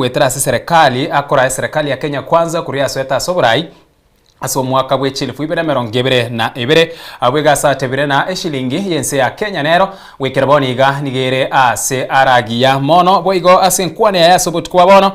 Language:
Gusii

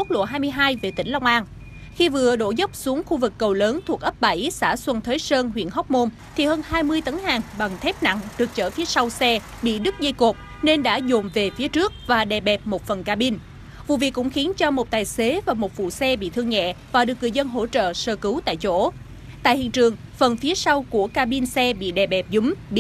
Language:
Vietnamese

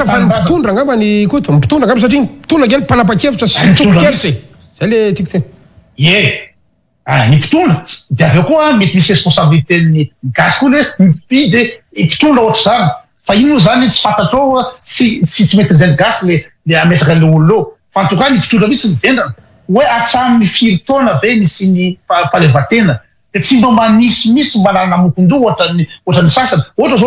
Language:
Malagasy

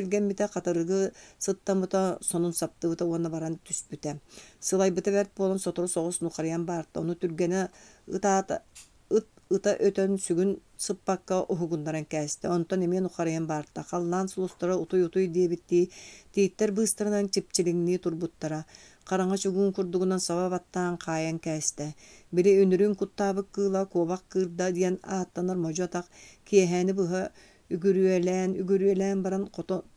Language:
Yakut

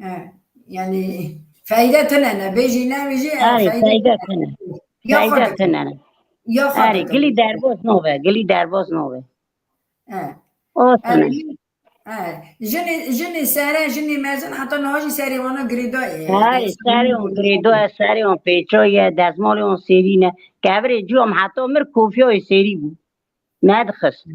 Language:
Kurdish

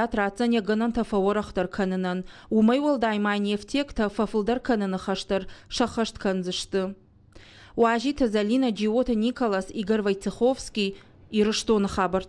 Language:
Ossetic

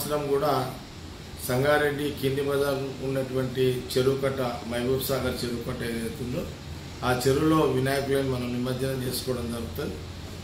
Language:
Telugu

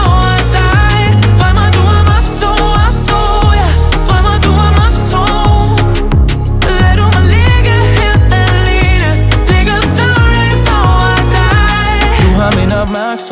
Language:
Danish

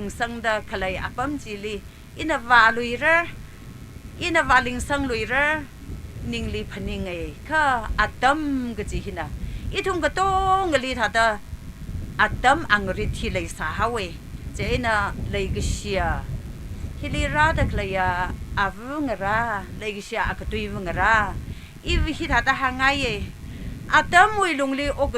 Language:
Tangkhul Naga (India)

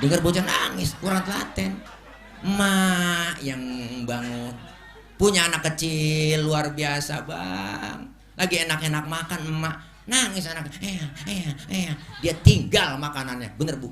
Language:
Betawi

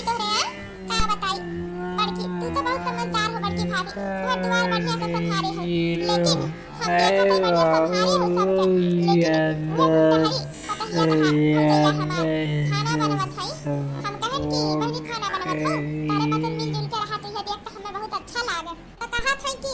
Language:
Awadhi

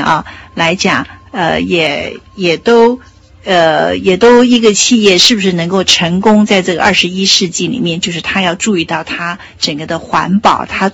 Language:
Chinese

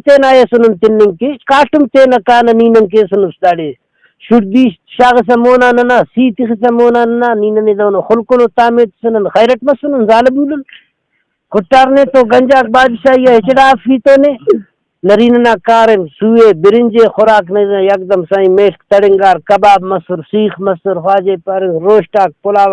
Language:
Brahui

